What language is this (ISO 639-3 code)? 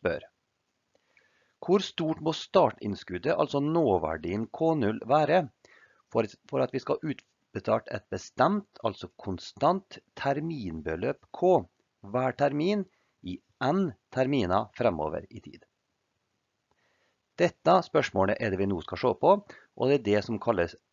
nor